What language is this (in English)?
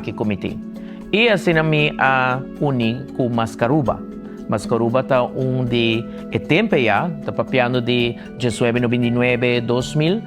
Papiamento